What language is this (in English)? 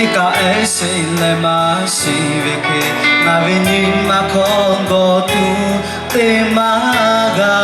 Lahu